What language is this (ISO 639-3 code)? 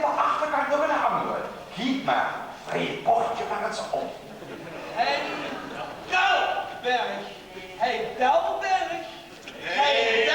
lim